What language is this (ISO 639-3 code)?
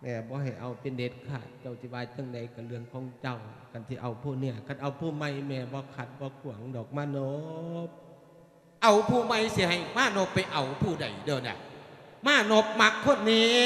lao